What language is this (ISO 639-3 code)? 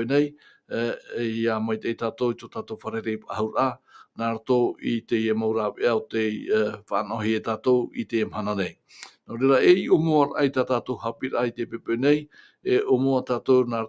tah